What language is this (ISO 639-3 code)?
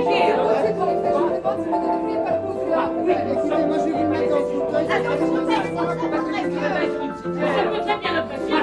fra